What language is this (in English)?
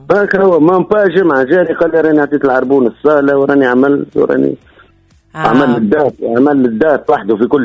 Tunisian Arabic